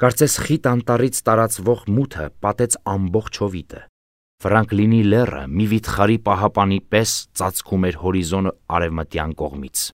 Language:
Armenian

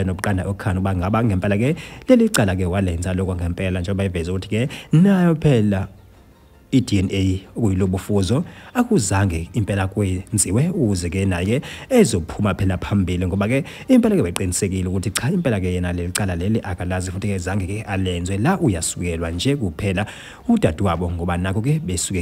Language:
Zulu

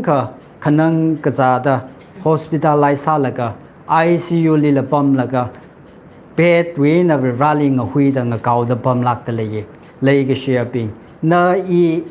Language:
Tangkhul Naga (India)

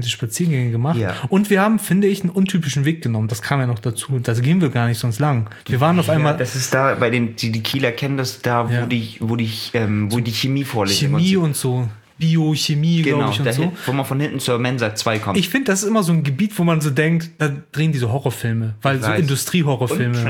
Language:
German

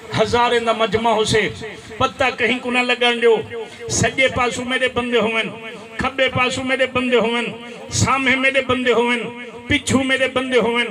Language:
Saraiki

